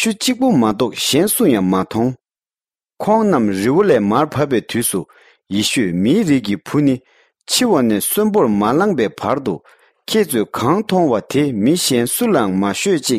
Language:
Tibetan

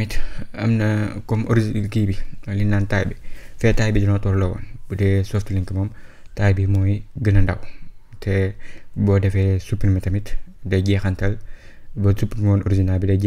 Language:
Wolof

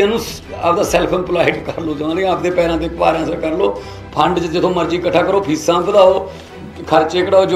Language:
Punjabi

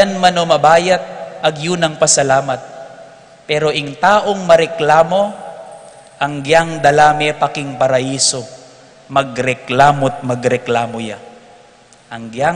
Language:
Pampanga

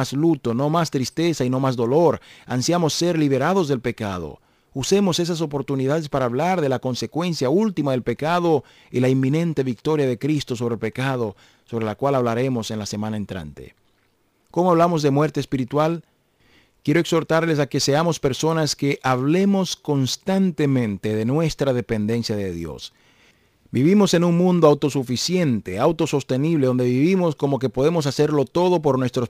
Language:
Spanish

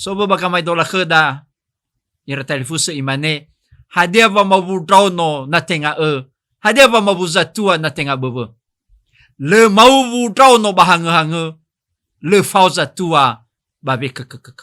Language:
Nias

